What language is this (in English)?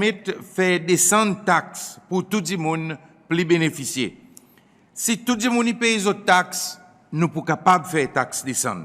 Seselwa Creole French